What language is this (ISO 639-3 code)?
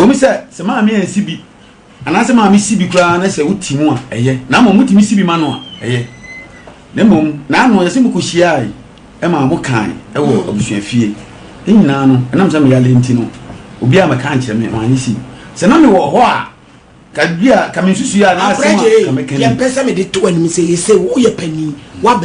aka